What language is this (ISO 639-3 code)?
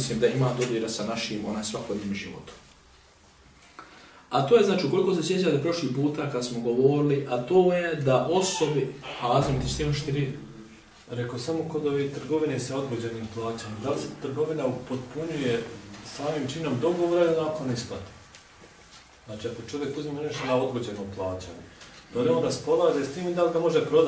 bos